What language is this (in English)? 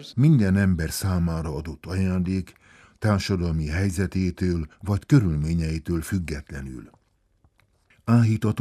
Hungarian